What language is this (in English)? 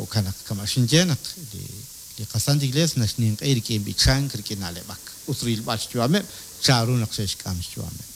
Kekchí